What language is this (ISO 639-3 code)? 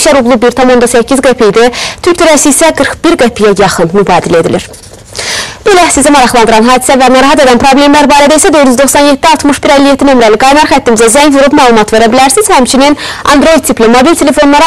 aze